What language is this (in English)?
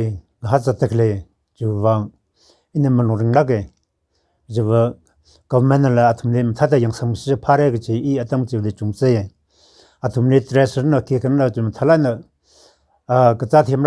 Tangkhul Naga (India)